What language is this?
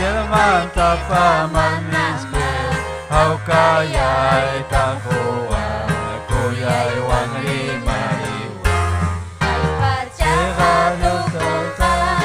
Ayacucho Quechua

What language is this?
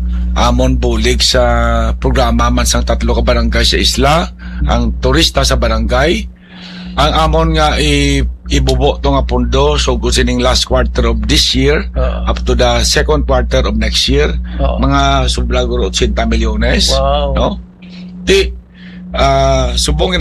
Hiligaynon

